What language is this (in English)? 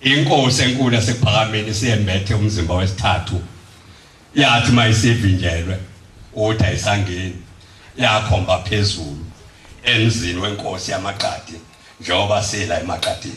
Zulu